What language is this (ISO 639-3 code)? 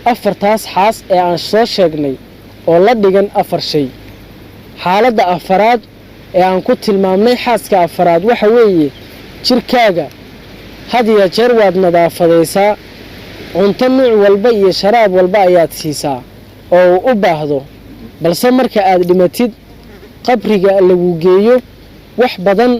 som